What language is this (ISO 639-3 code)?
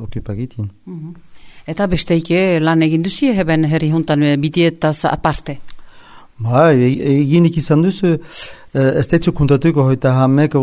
eus